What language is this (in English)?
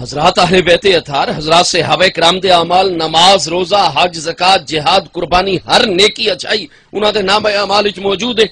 Saraiki